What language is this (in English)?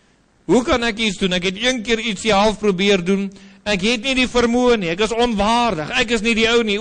Afrikaans